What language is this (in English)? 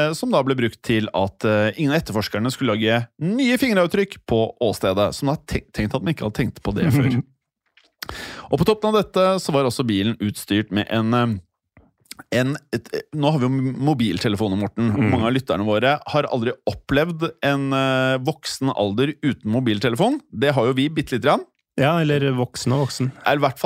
Norwegian